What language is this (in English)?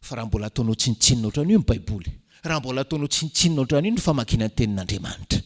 Malagasy